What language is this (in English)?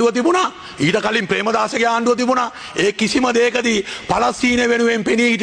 Sinhala